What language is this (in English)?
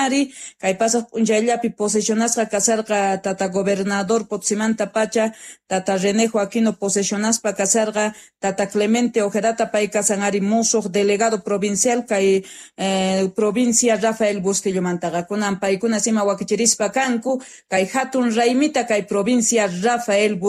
South Bolivian Quechua